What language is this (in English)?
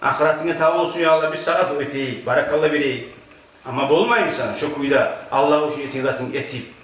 Kumyk